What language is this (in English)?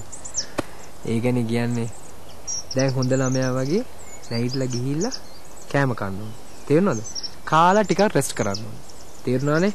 Sinhala